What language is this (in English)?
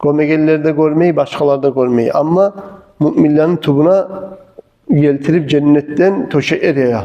Kumyk